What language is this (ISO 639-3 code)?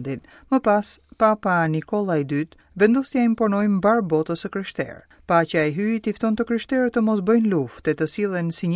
sqi